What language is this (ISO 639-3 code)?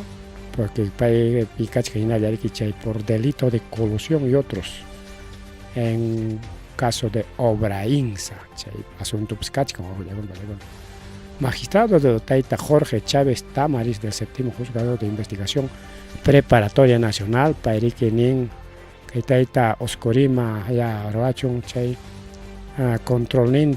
quy